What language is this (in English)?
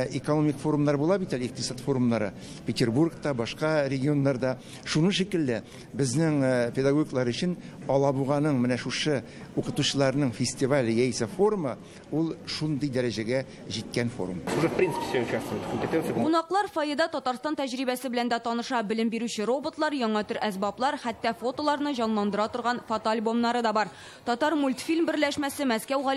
Tatar